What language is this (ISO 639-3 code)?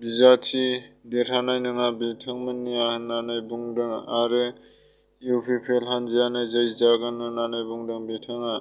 brx